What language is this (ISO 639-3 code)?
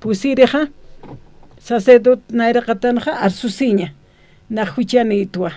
aym